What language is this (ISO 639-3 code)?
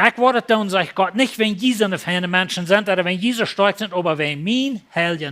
pdt